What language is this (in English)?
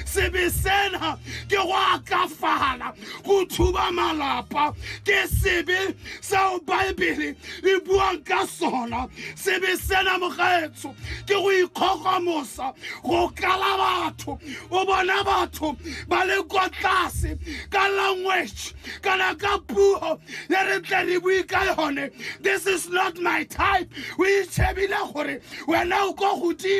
Tswana